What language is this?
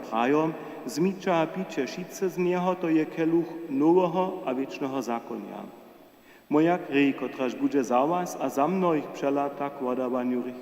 Upper Sorbian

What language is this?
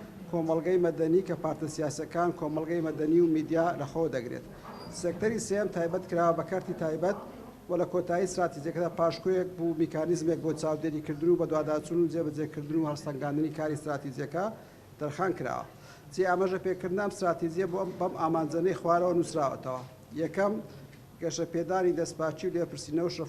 Central Kurdish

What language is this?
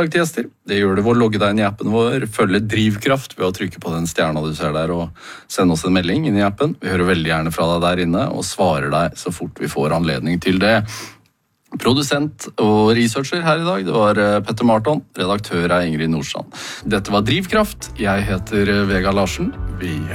Norwegian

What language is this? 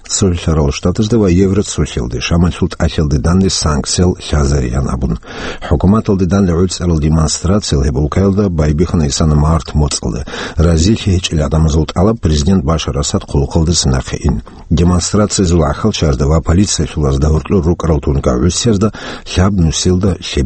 Avaric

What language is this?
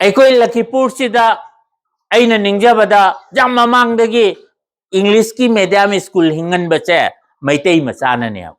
Manipuri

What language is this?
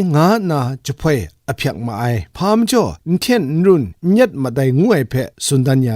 Kachin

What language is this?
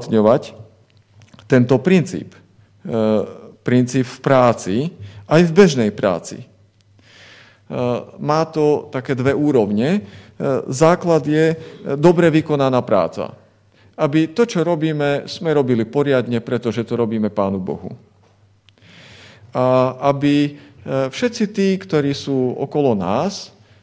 Slovak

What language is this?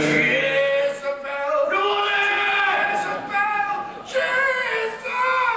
Limburgish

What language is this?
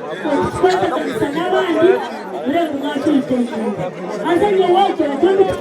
Nyankole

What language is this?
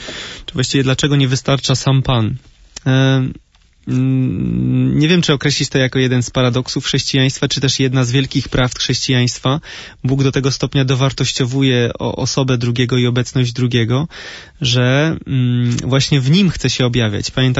Polish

